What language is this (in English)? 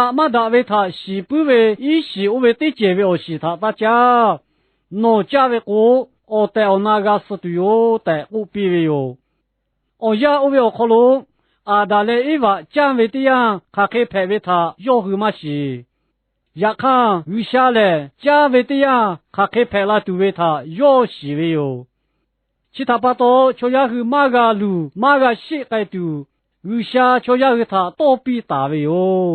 Lahu